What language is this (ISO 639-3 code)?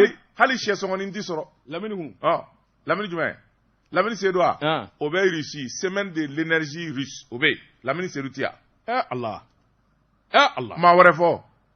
bam